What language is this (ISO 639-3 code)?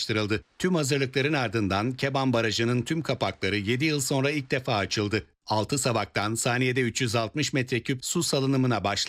tur